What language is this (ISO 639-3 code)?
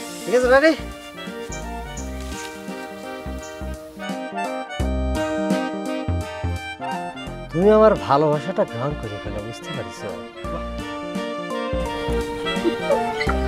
ben